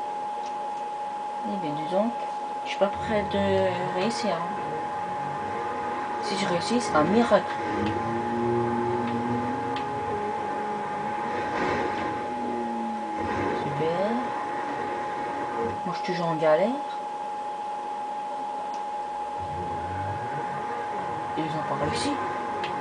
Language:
French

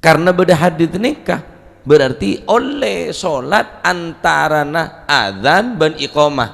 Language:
Madurese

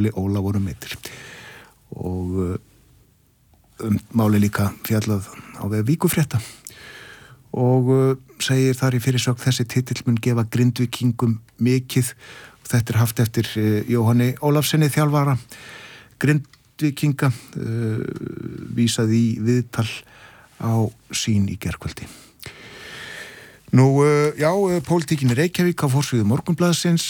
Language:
Icelandic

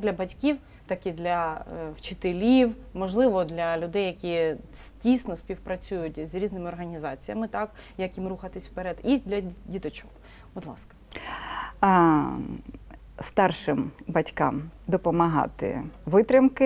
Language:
Ukrainian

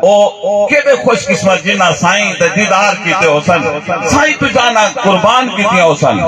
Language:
Saraiki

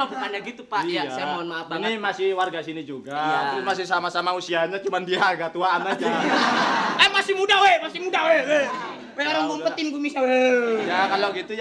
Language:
Betawi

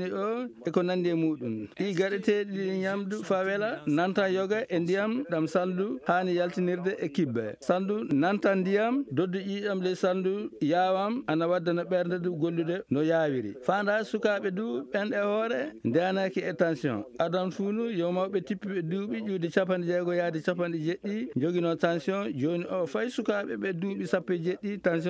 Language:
Fula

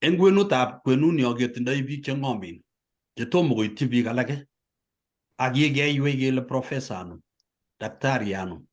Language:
Kalenjin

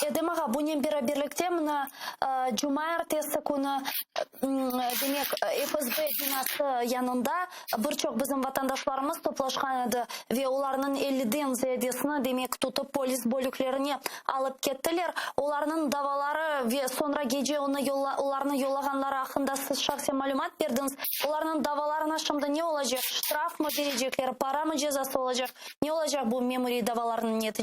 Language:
Crimean Tatar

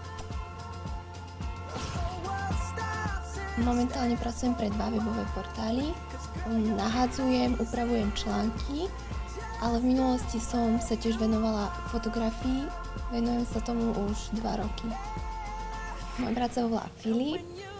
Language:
Slovak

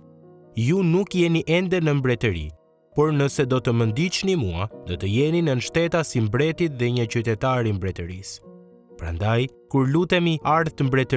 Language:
Albanian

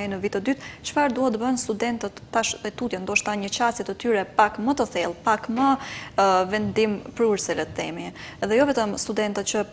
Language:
Albanian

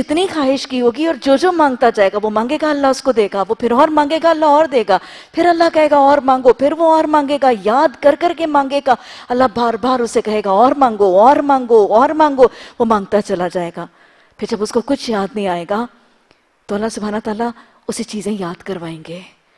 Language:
Urdu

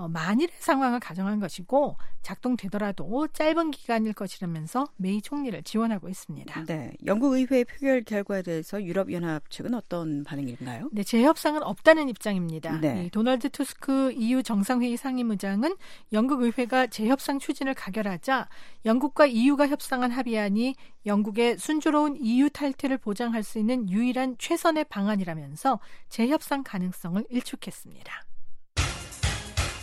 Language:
Korean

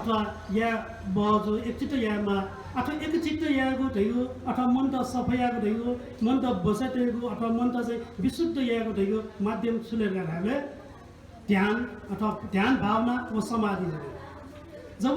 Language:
Newari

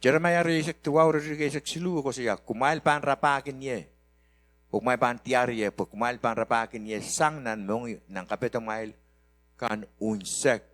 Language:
Pohnpeian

